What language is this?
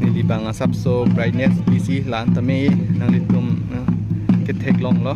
Karbi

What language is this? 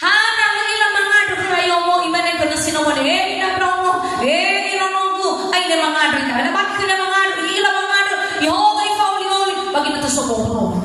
Nias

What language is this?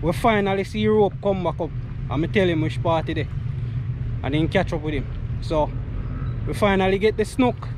Jamaican Creole English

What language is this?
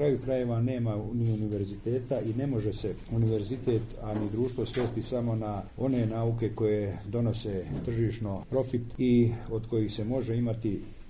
Serbian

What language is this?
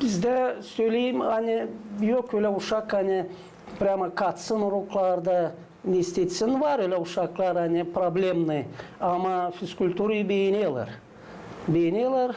Gagauz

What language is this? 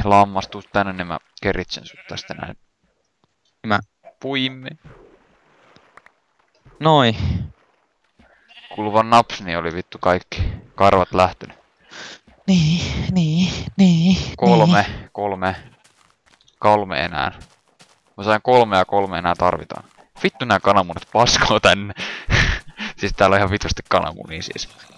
Finnish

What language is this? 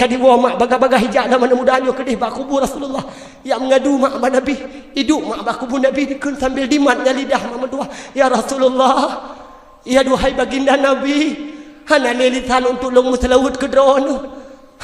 Achinese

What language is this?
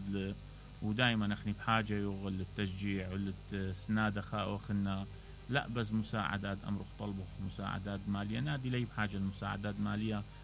Mesopotamian Arabic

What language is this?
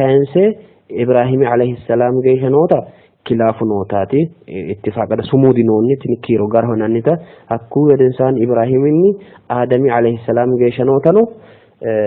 Sidamo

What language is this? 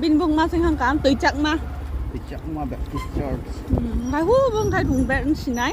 Kok Borok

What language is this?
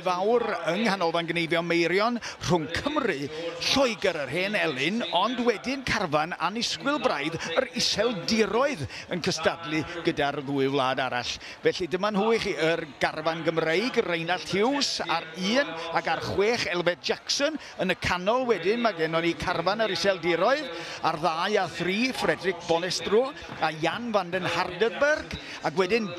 Welsh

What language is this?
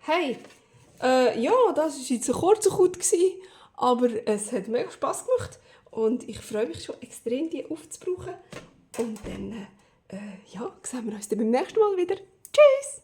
Swiss German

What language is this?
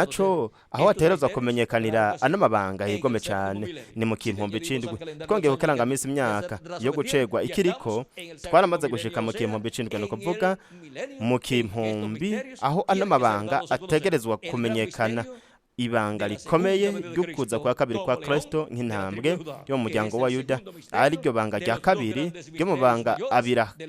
Rundi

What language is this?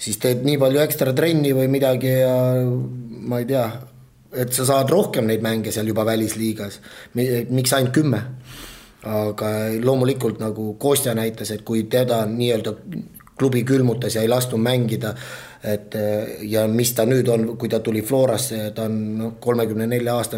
Estonian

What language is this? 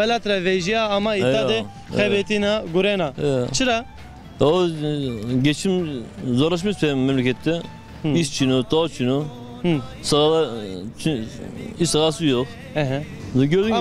Zaza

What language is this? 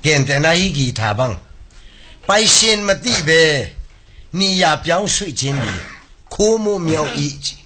Tedim Chin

